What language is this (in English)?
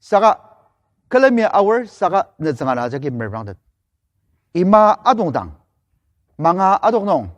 Ao Naga